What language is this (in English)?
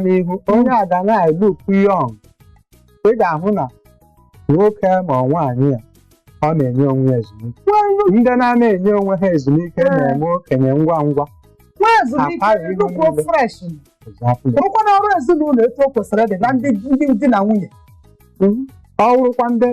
Igbo